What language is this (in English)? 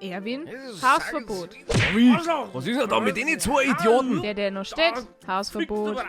Bavarian